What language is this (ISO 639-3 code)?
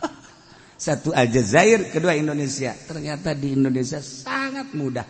sun